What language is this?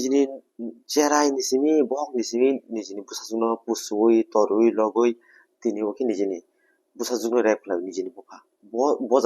Kok Borok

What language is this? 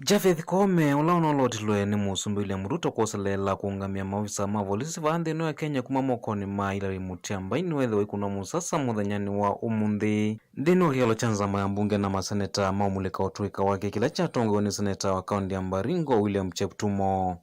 Kamba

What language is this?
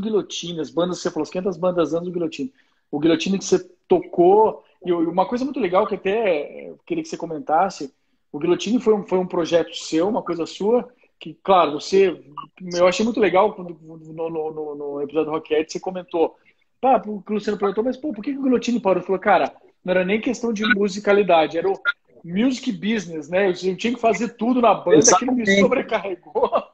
Portuguese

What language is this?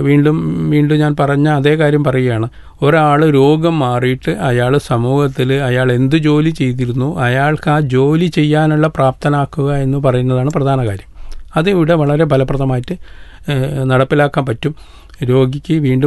Malayalam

